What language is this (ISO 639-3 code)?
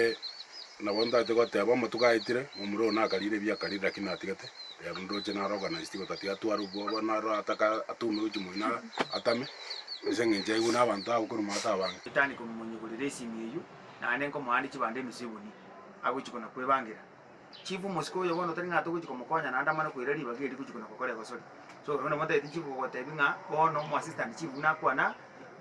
guz